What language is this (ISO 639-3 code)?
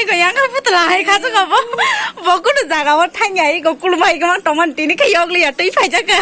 trp